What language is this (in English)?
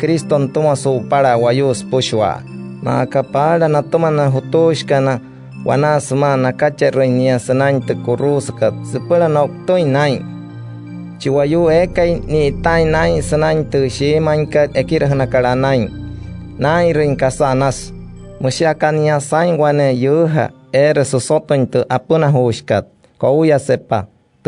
Wayuu